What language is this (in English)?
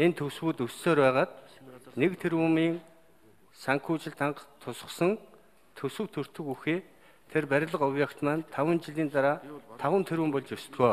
Mongolian